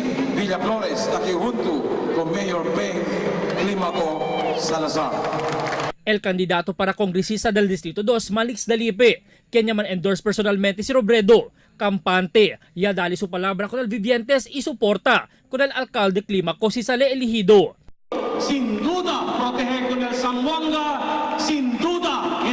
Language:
Chavacano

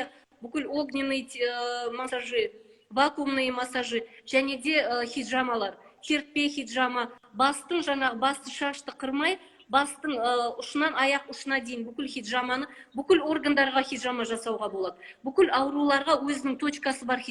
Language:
Kazakh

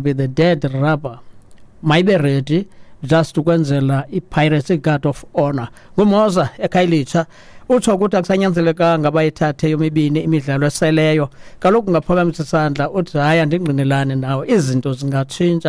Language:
Xhosa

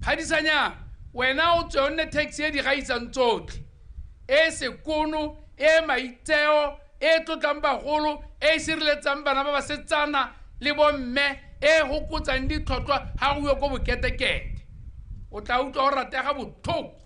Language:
Tswana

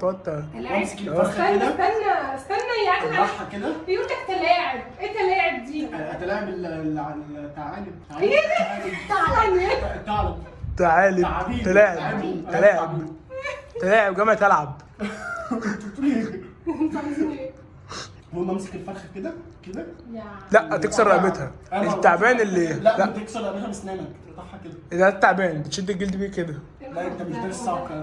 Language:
Egyptian Arabic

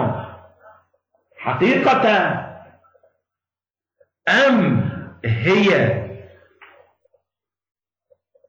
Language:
Arabic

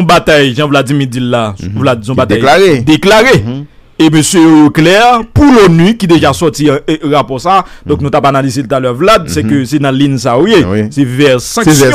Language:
Haitian Creole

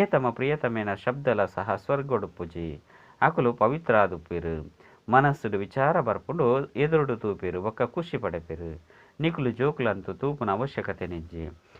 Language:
Tulu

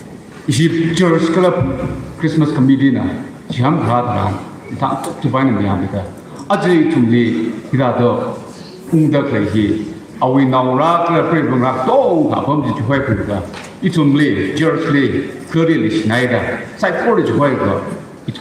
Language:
Tangkhul Naga (India)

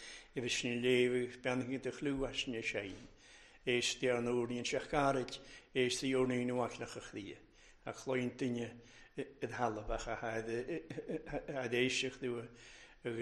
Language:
Welsh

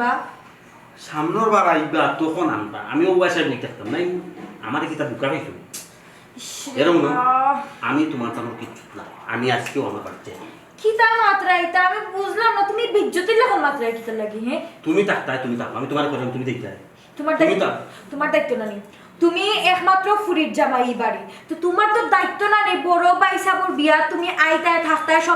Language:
Sylheti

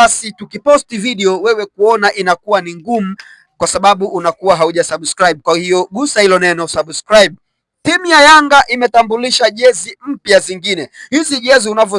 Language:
Swahili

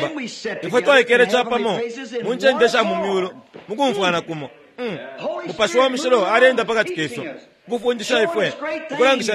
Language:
Bemba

